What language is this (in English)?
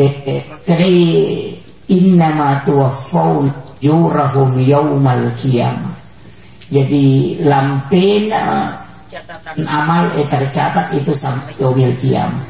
Buginese